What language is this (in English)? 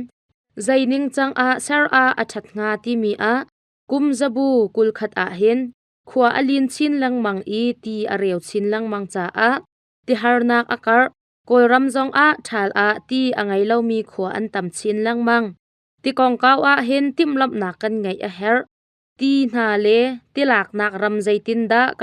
Hakha Chin